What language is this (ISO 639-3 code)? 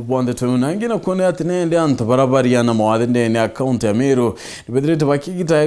mer